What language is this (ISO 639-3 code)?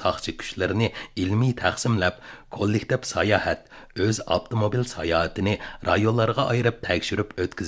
uig